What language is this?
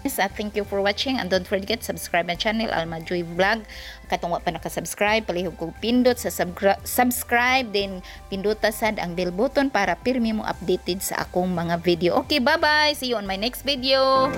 Cebuano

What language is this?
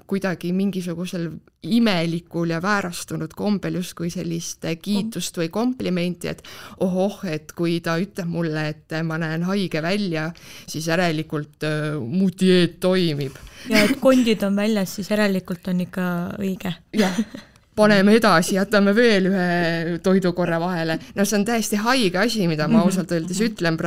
Estonian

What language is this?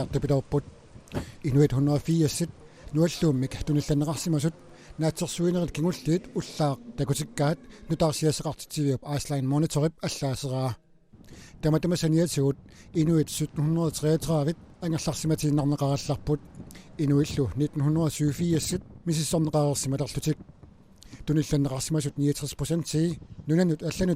Kalaallisut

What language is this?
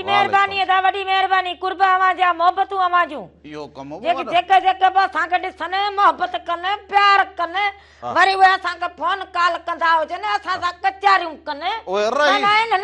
Sindhi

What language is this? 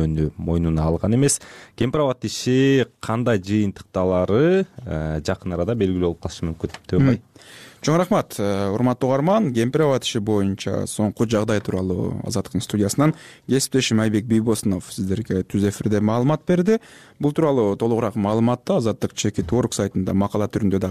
Kyrgyz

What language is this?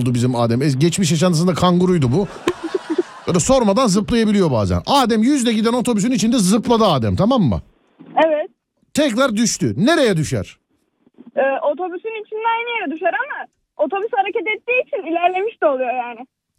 Turkish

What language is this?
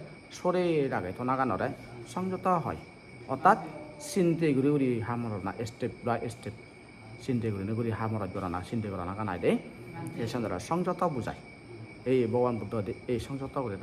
Chakma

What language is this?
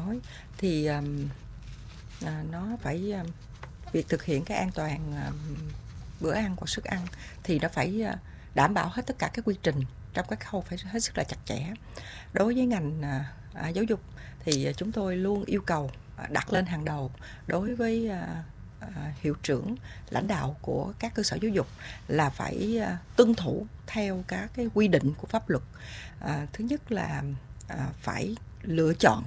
Vietnamese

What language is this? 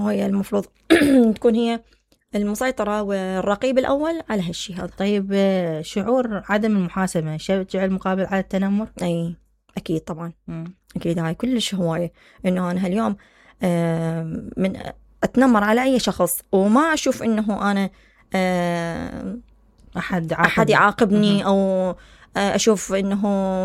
Mesopotamian Arabic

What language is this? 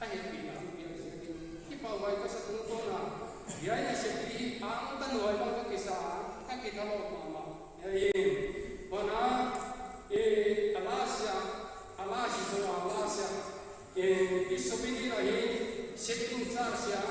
Paite Chin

